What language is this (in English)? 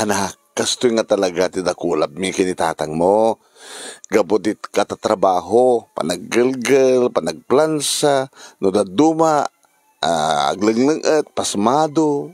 Iloko